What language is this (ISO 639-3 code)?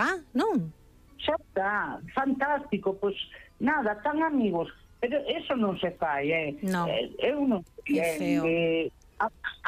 glg